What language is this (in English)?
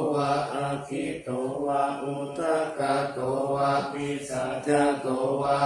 Pali